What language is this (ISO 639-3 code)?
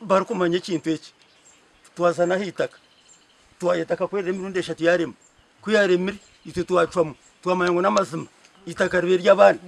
nyn